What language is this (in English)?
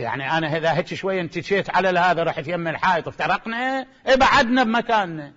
Mesopotamian Arabic